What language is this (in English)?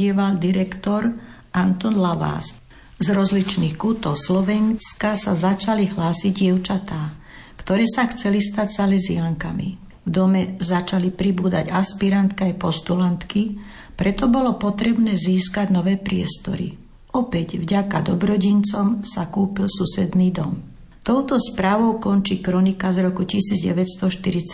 Slovak